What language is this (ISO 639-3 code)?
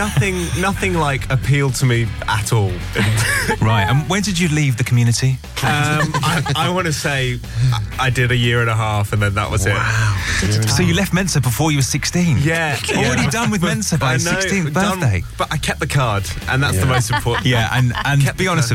eng